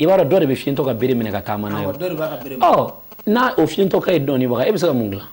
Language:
Bambara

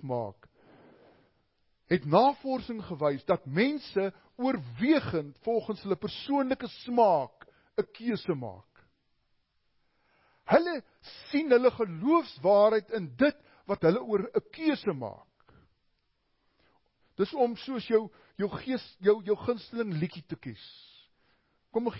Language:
Afrikaans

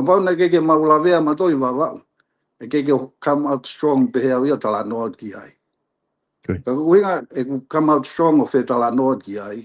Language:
Tongan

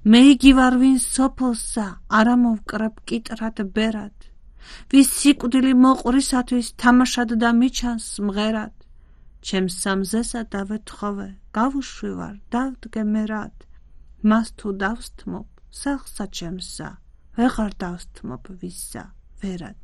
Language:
Georgian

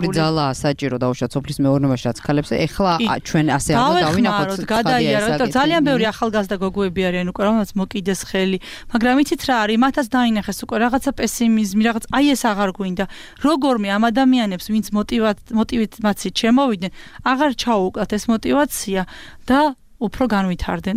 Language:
Georgian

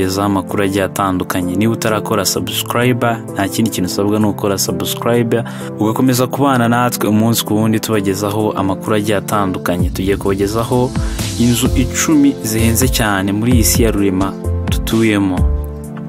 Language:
Kinyarwanda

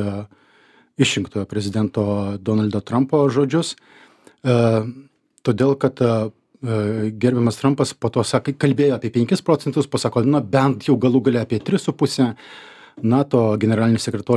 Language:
Lithuanian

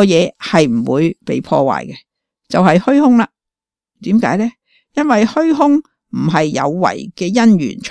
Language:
Cantonese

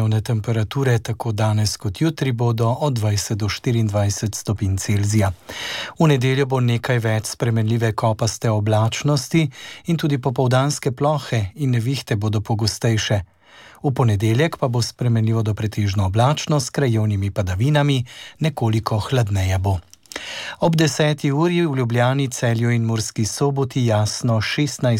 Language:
Slovenian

